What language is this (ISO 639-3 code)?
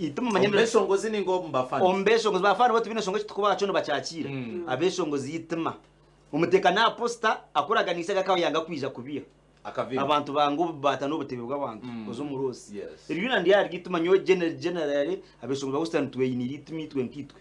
nyn